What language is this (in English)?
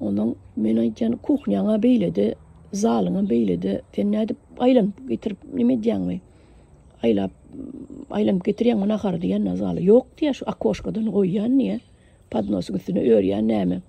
Turkmen